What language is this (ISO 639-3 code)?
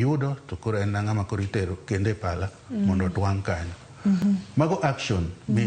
luo